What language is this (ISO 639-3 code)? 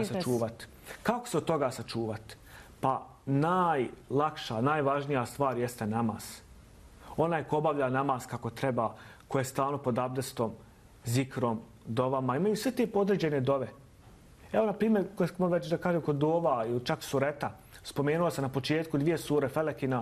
bos